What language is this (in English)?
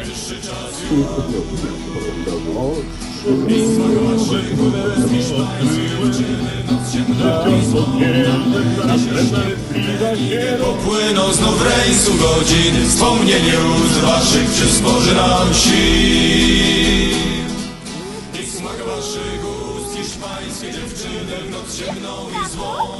Polish